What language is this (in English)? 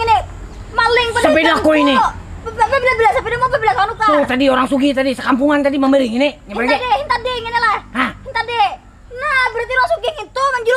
Banjar